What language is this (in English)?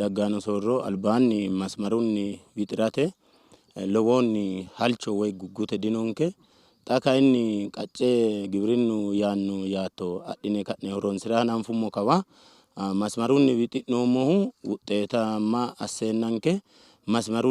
Sidamo